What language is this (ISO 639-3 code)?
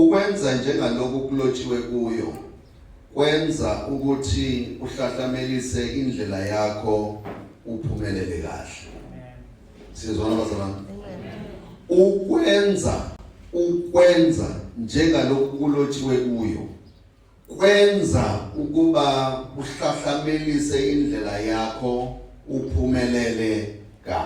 zul